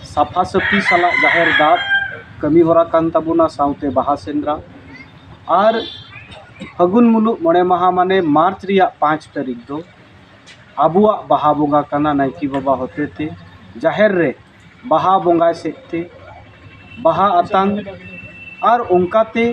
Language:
Santali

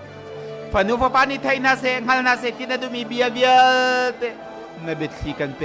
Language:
Hakha Chin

